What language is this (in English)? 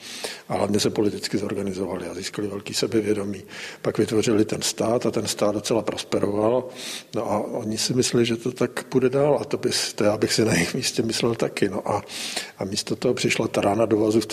Czech